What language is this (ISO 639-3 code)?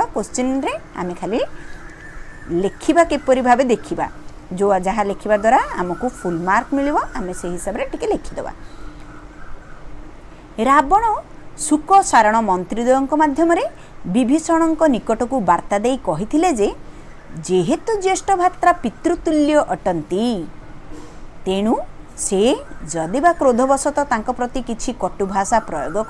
ori